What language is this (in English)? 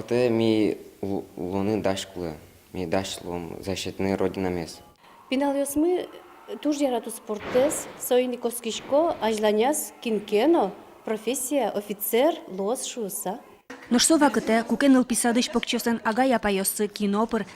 Udmurt